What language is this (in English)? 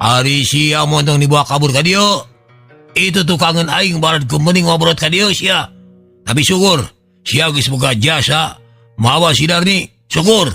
Sundanese